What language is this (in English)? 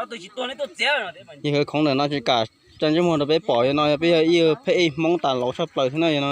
Hmong